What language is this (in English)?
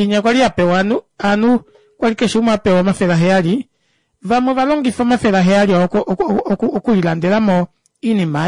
Kuanyama